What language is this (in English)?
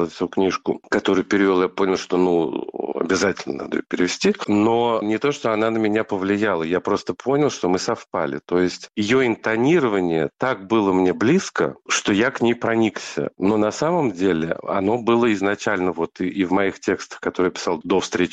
Russian